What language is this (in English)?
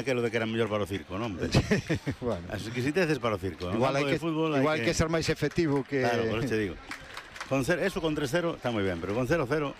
Galician